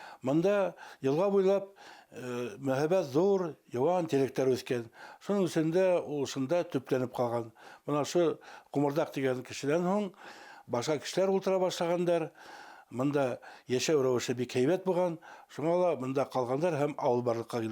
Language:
Bashkir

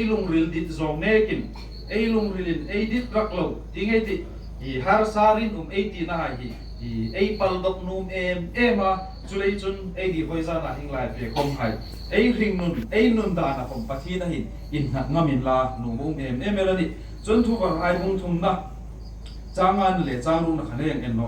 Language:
Hmar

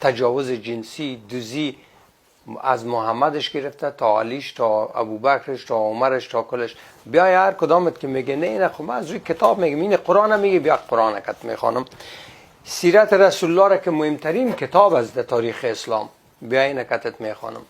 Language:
Persian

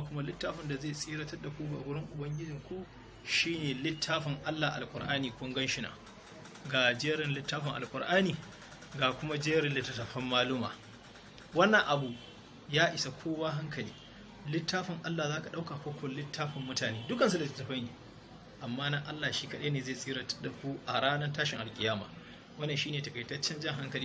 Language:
Hausa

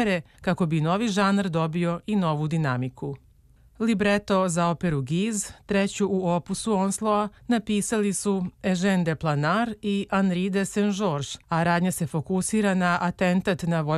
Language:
Serbian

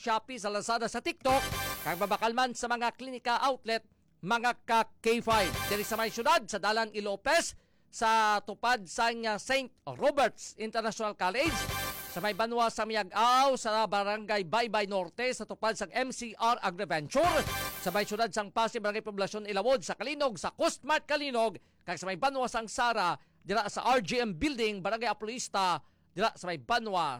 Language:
Hiligaynon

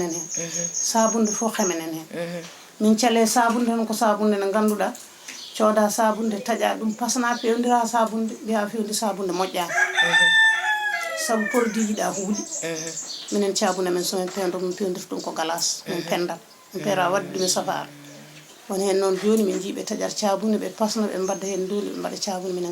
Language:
Fula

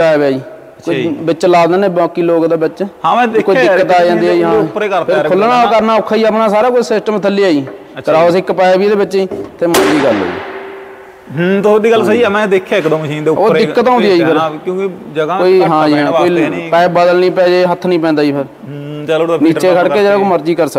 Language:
Punjabi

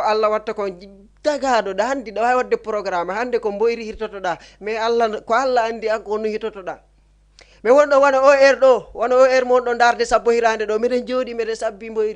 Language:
Fula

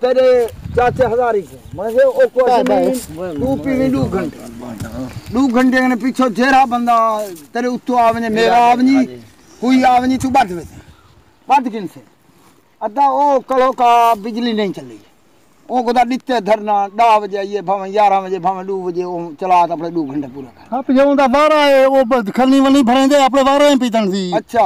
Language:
Saraiki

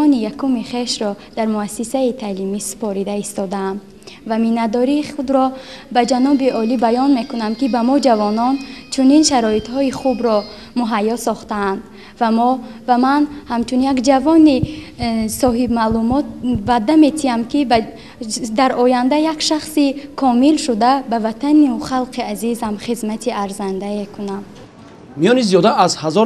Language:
Tajik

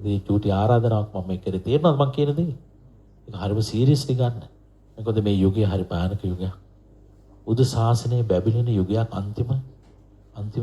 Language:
Sinhala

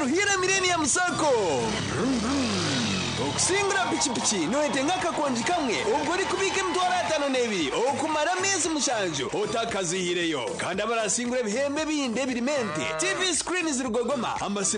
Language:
Nyankole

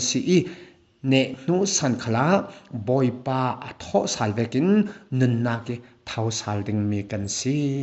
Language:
Falam Chin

